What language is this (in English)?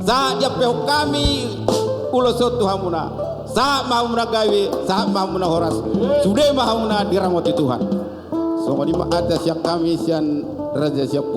Batak Toba